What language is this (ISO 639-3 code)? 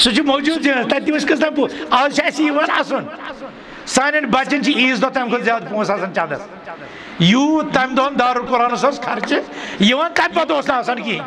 kas